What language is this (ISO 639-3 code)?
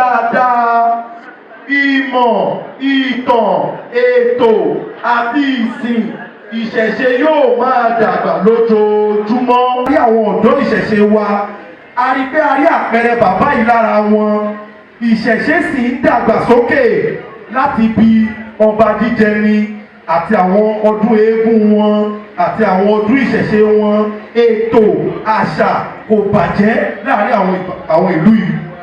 yor